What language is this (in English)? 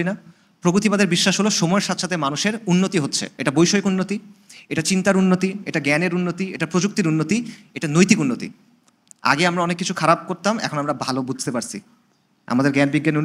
Bangla